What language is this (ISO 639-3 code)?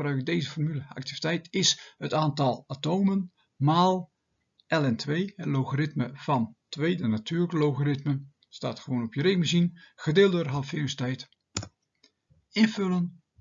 nld